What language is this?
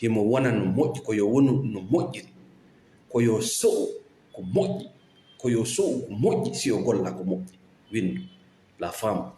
Fula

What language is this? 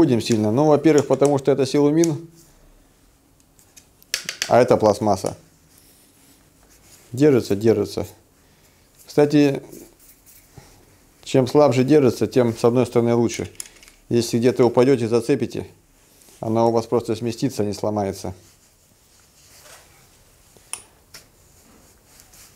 Russian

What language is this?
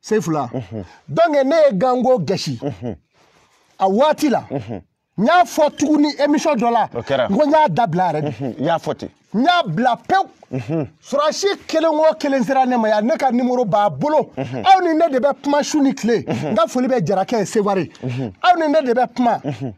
Bambara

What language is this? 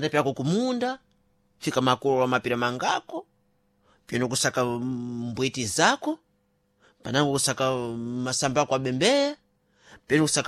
Sena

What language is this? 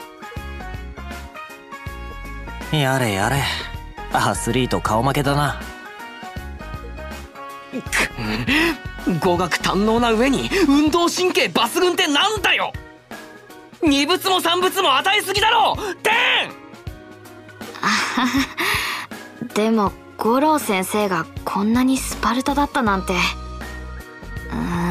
Japanese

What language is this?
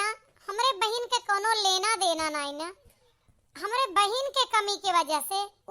Awadhi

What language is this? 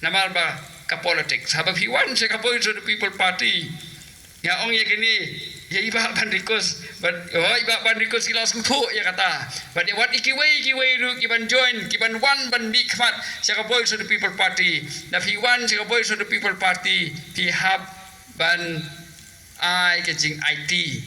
Khasi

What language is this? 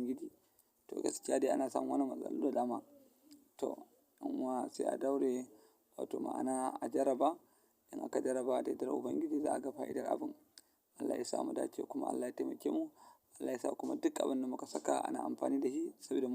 Hausa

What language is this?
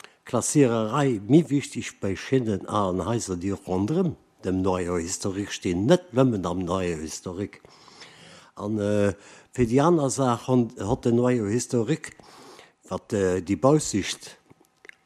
Luxembourgish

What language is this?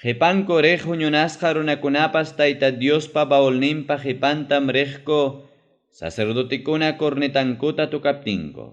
Ayacucho Quechua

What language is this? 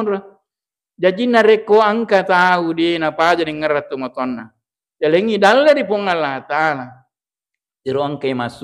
Buginese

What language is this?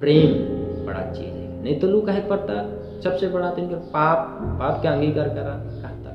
Sadri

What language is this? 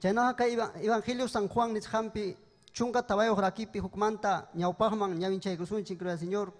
Ayacucho Quechua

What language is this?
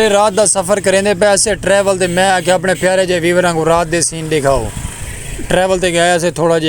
Saraiki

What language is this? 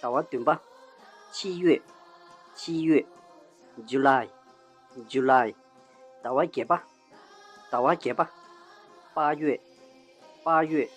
Tibetan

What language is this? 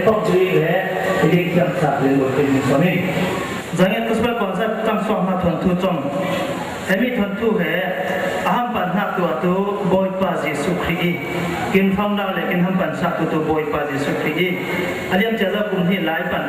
Falam Chin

